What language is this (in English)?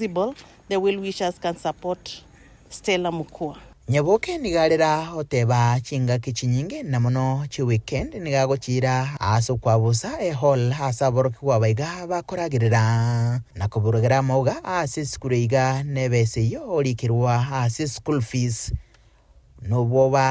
Gusii